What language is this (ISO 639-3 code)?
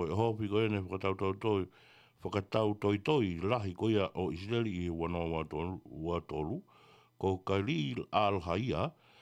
ton